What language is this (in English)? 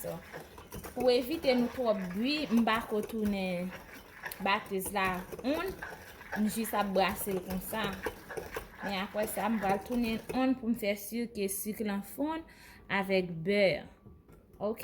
Haitian Creole